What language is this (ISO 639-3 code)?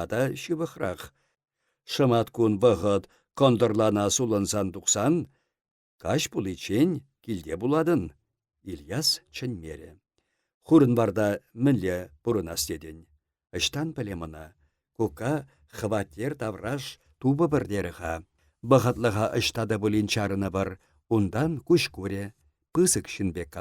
chv